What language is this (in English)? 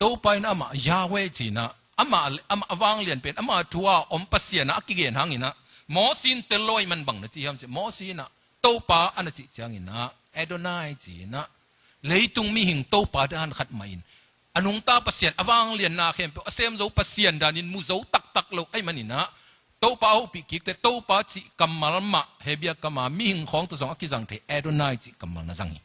Tedim Chin